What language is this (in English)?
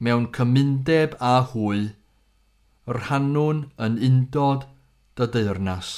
Welsh